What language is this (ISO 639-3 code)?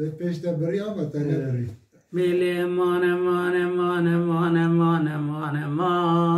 kur